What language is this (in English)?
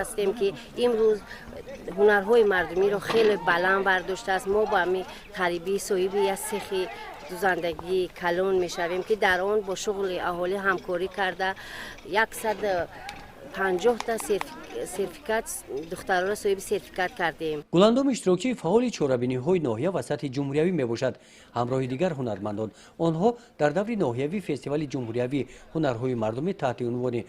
Tajik